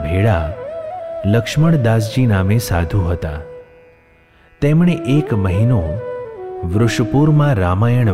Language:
Gujarati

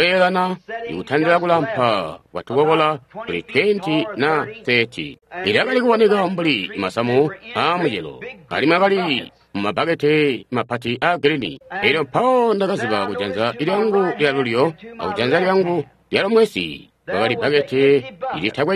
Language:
Tonga (Zambia)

